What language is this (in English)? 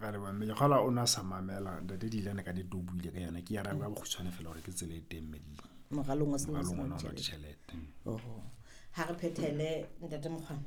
Southern Sotho